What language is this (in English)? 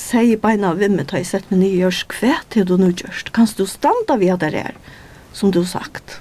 Faroese